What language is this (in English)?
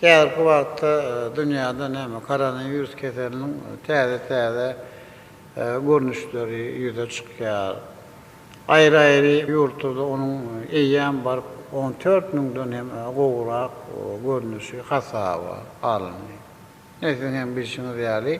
Turkmen